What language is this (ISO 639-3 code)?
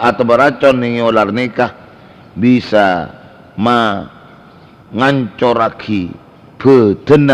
mad